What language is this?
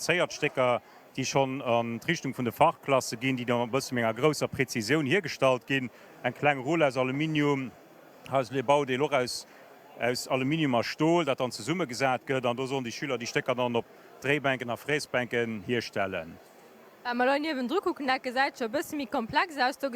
Luxembourgish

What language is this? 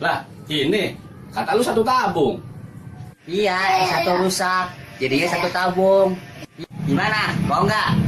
Betawi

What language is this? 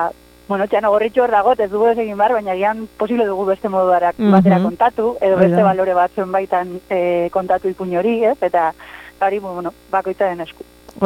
Basque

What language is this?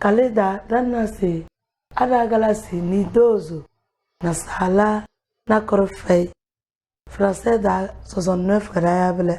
Tem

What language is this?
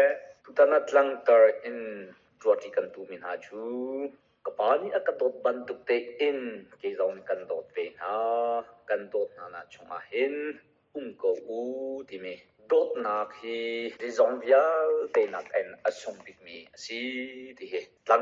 Hakha Chin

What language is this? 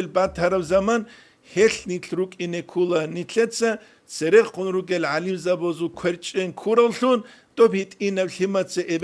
Avaric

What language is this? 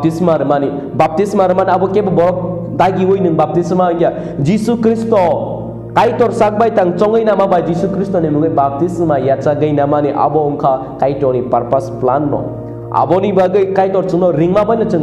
Kok Borok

